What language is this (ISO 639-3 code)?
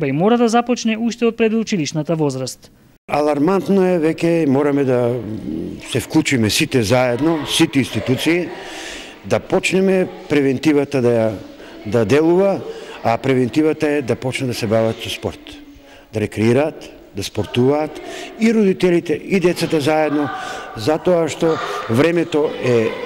mkd